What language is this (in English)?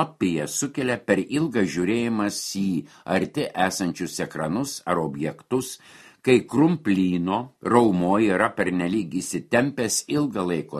Lithuanian